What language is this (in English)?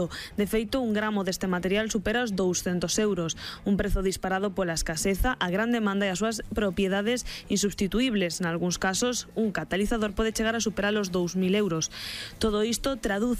Galician